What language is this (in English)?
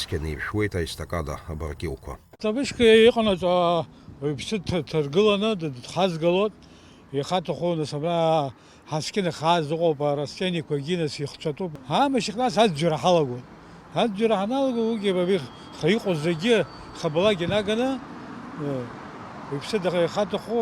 Abkhazian